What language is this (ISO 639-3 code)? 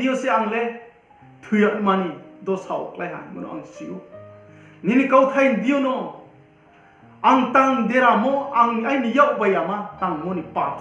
ria